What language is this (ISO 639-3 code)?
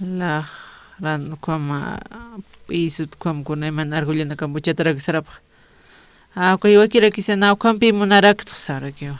aym